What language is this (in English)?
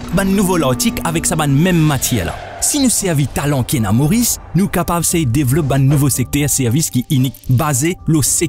Morisyen